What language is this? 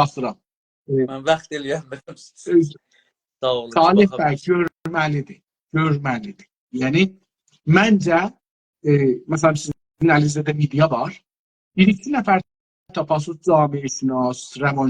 South Azerbaijani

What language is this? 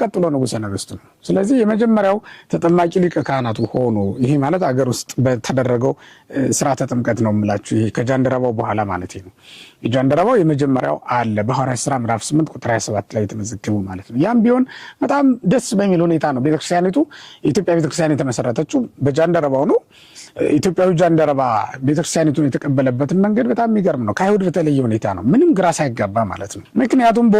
Amharic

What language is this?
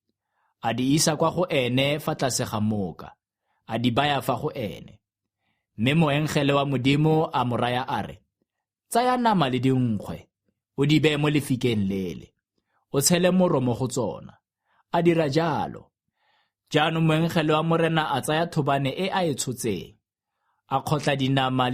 Tswana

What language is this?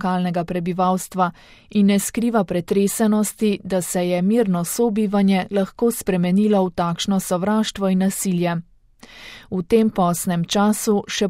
Slovenian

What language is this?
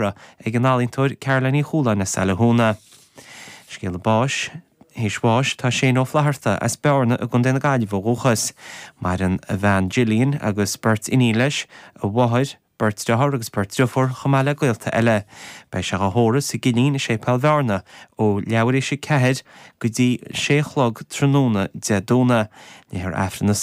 Irish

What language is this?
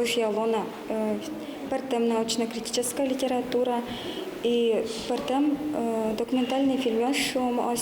Udmurt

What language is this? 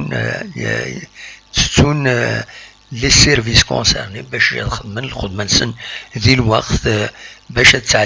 Kabyle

